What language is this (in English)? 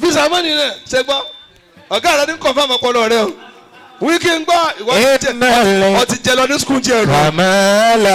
Yoruba